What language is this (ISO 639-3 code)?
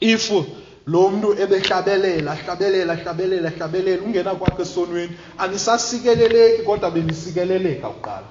xho